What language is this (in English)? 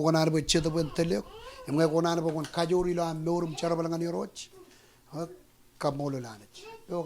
Marshallese